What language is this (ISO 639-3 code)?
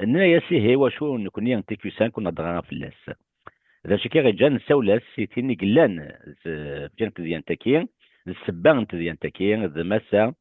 kab